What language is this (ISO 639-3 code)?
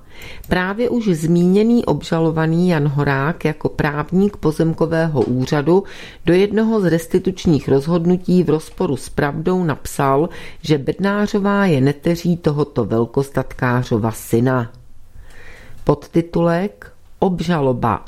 ces